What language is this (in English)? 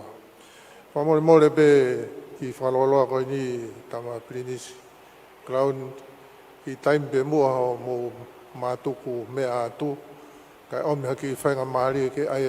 Tongan